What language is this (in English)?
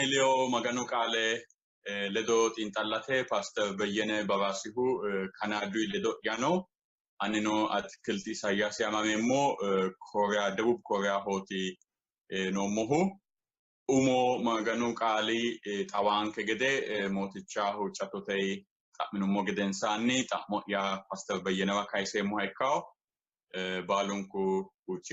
Sidamo